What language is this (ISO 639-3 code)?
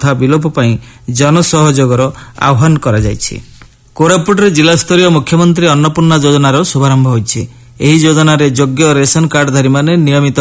ori